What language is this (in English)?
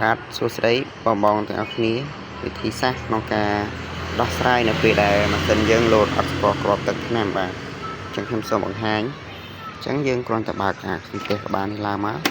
Khmer